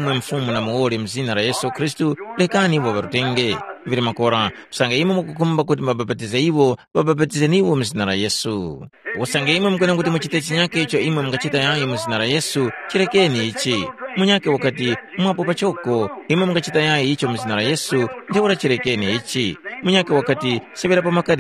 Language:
Tumbuka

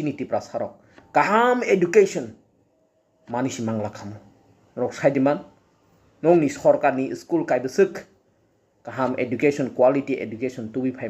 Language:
Kok Borok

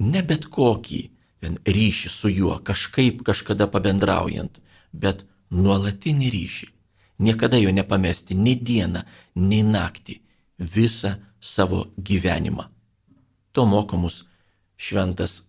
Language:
Lithuanian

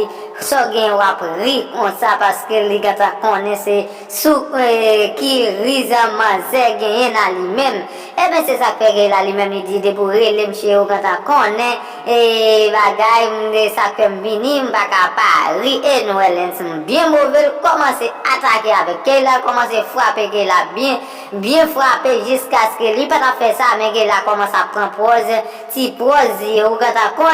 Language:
Haitian Creole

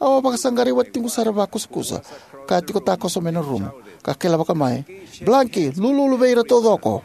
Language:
Fijian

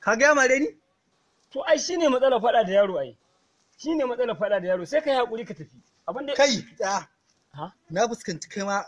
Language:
Hausa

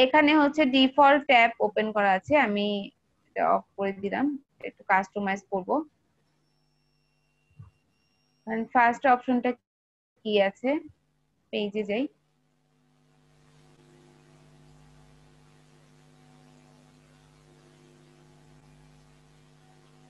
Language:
Bangla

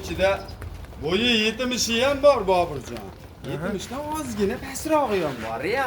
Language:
Uzbek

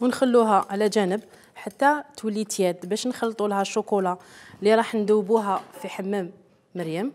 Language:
Algerian Arabic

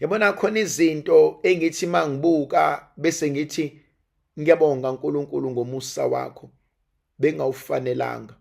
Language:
Zulu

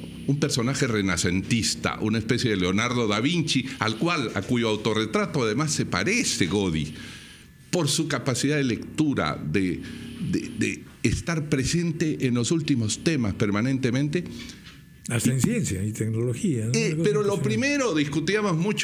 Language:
Spanish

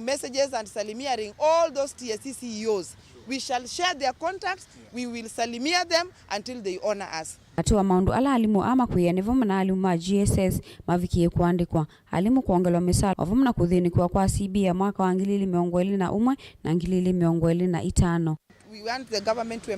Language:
Kamba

